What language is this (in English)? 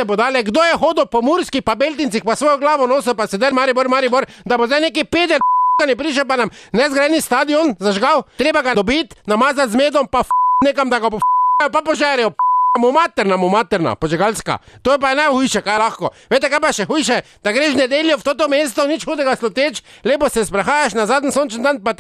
Slovenian